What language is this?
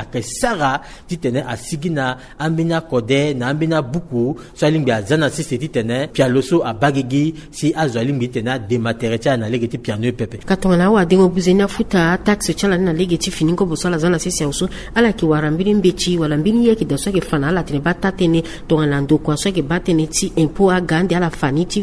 Sango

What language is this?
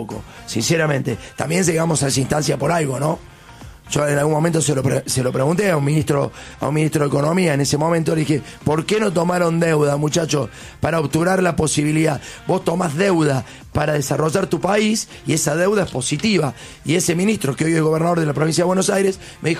Spanish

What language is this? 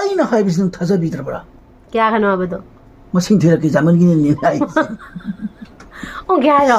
Manipuri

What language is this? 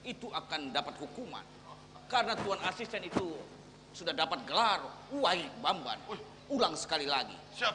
Banjar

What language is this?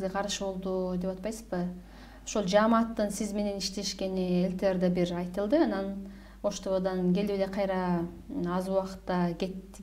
Kyrgyz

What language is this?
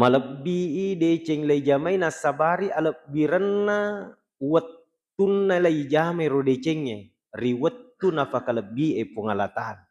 Buginese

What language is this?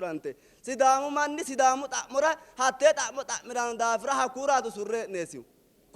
Sidamo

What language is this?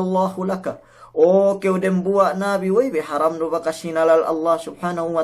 Yakan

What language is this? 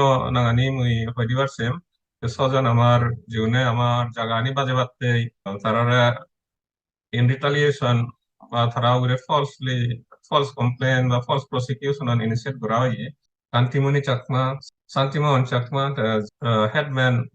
Chakma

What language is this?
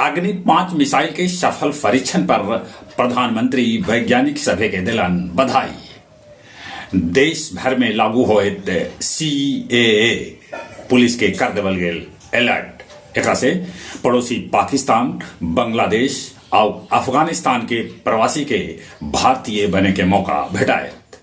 Magahi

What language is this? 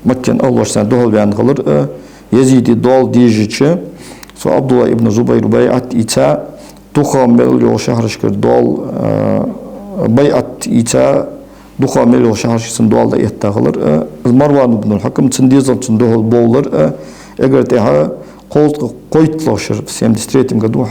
Ingush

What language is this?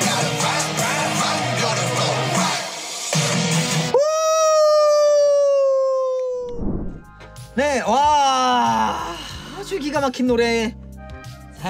Korean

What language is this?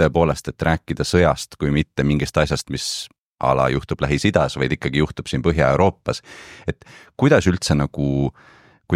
Estonian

